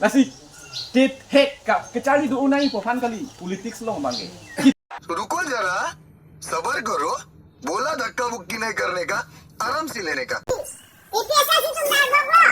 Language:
Karbi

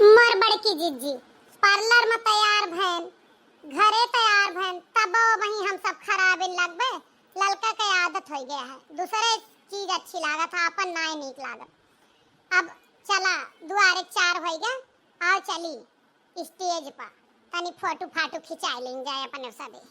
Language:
Awadhi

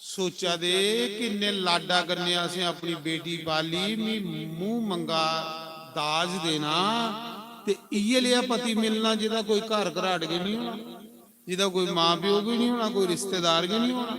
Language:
Dogri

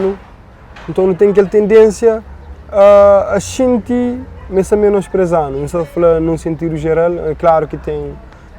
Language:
Kabuverdianu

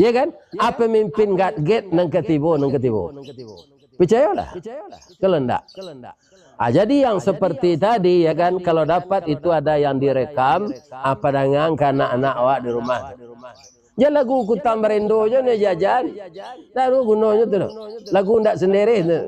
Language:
Minangkabau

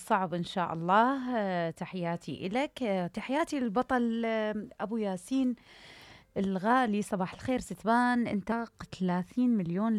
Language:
Mesopotamian Arabic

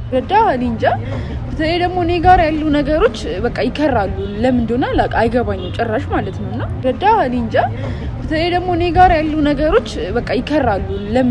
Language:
Amharic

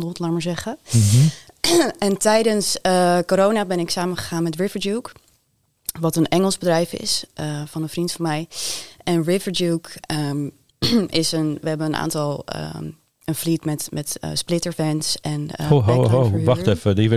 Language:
Dutch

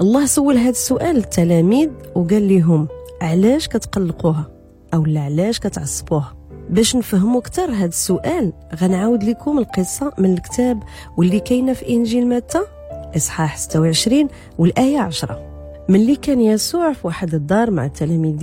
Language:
Moroccan Arabic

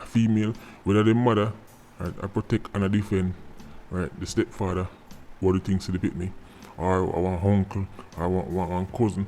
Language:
Jamaican Creole English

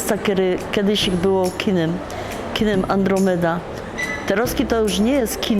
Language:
Silesian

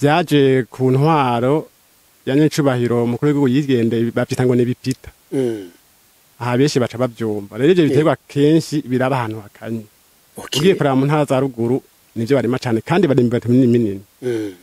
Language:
Rundi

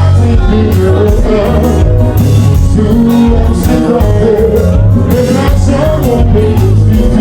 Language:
Haitian Creole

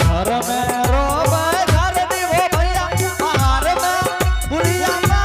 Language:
Angika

